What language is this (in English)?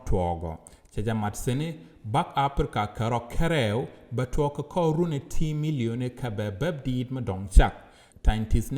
Nuer